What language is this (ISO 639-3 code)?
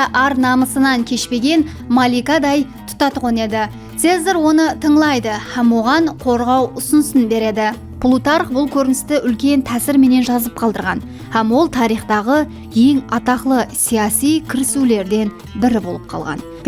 kaa